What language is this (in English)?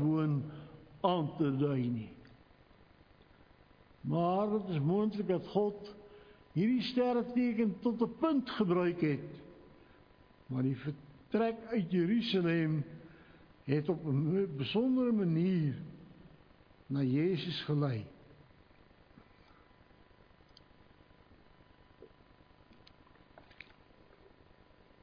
Afrikaans